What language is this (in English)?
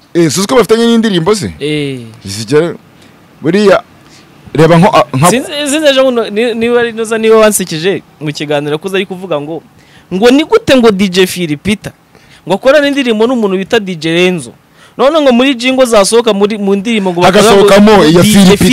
Kinyarwanda